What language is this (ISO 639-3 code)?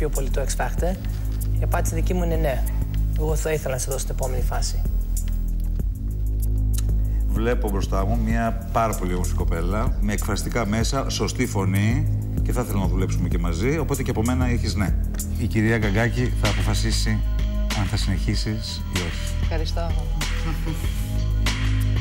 ell